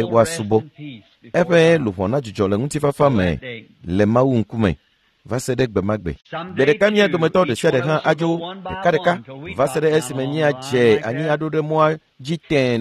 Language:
Ewe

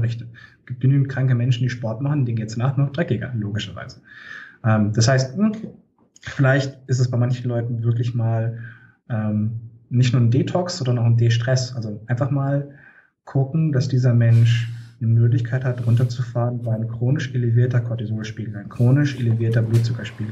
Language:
German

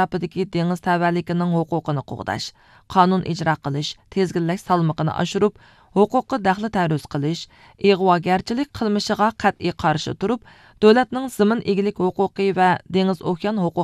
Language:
Uyghur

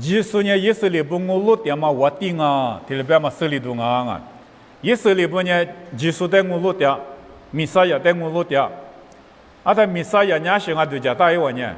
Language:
Lisu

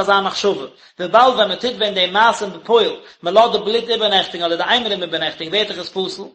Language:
Yiddish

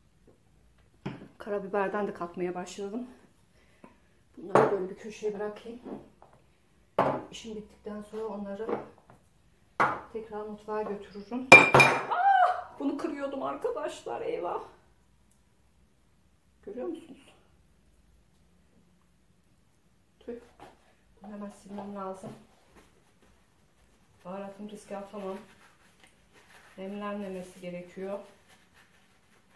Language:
Turkish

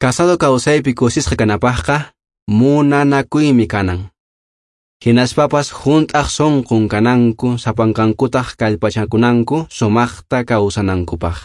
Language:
Quechua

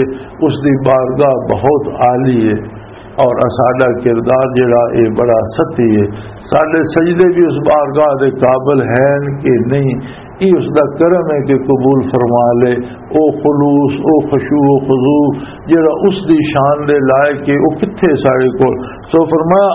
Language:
Western Panjabi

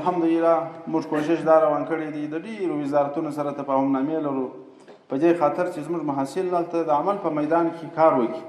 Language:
Pashto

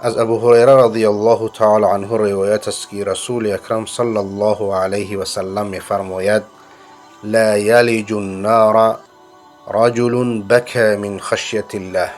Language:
Persian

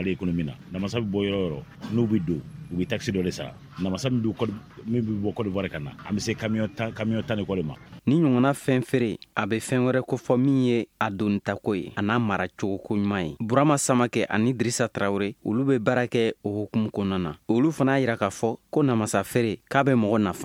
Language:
Bambara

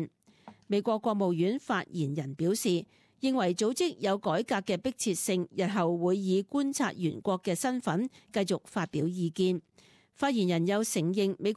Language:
Cantonese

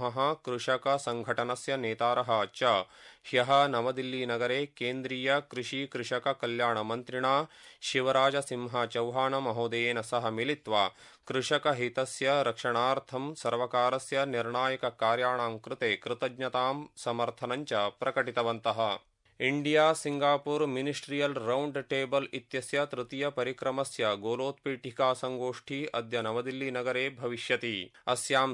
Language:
Sanskrit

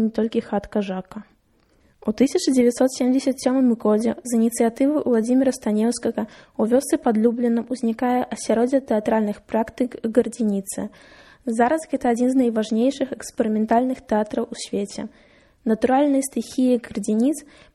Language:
Belarusian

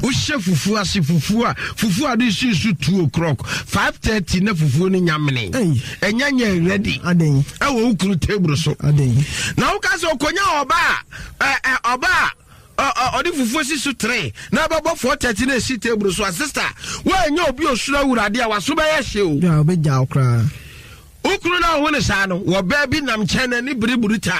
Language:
Akan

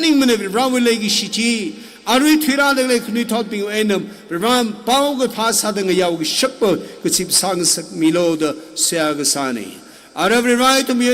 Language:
Tangkhul Naga (India)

